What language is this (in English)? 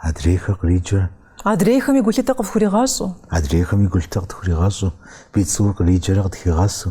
Kabardian